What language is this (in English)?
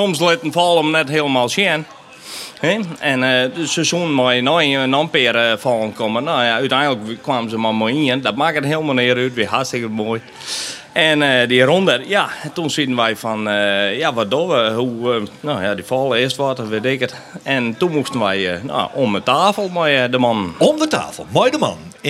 Western Frisian